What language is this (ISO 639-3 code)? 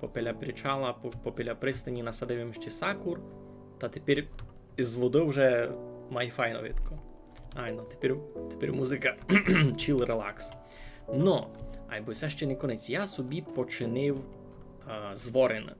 rue